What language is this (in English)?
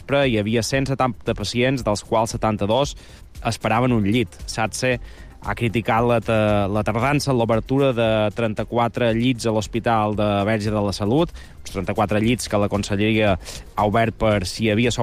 Catalan